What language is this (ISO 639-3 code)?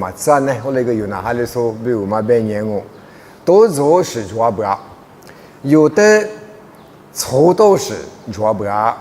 lis